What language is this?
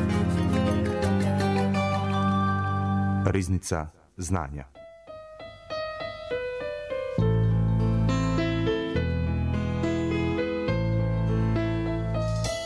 Croatian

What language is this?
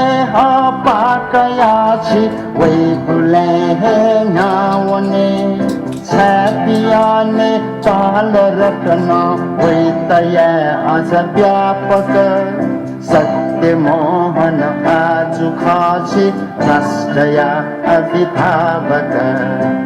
Newari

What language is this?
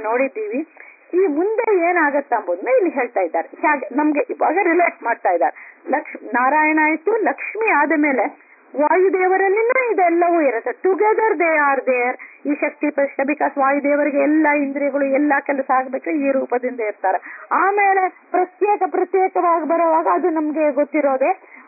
Kannada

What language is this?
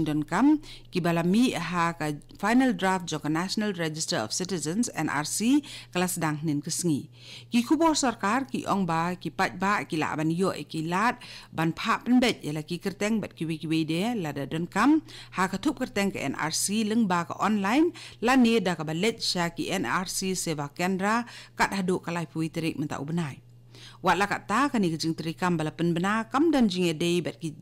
Khasi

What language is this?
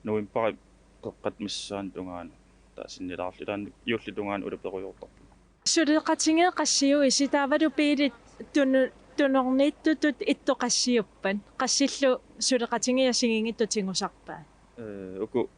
Kalaallisut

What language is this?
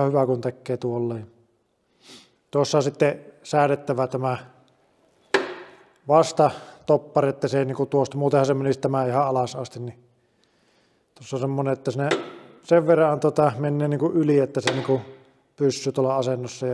Finnish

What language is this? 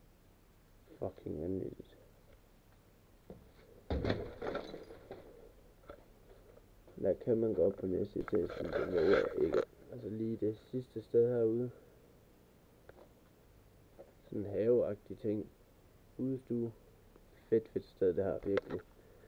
Danish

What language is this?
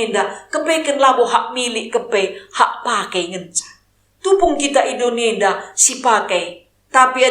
Batak Karo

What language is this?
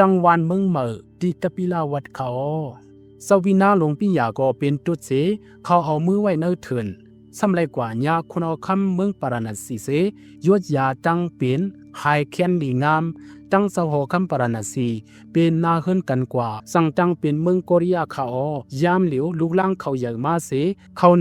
Shan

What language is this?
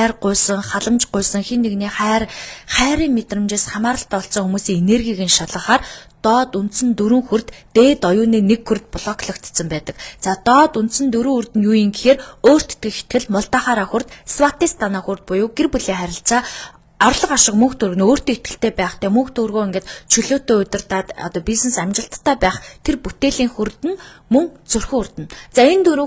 Mongolian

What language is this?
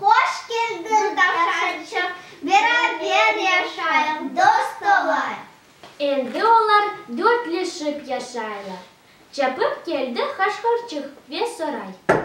Crimean Tatar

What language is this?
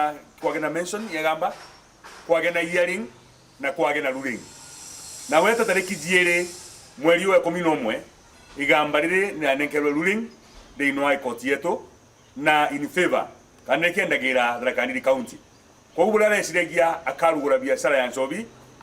Meru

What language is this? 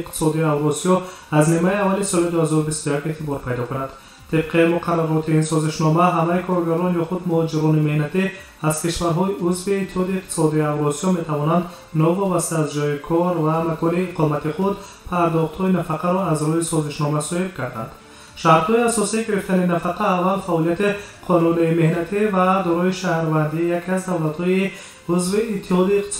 Tajik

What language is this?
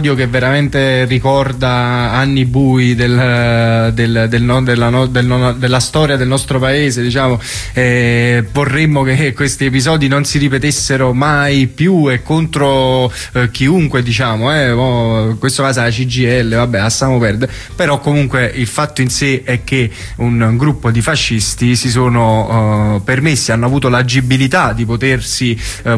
Italian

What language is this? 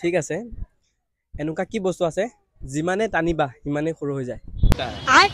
Assamese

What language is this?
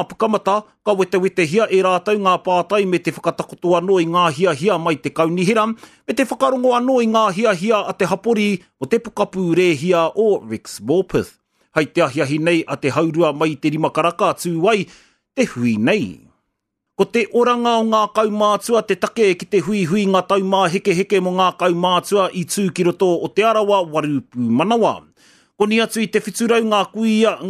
Māori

